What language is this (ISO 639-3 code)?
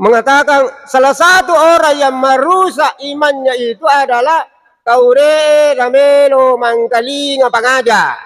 bug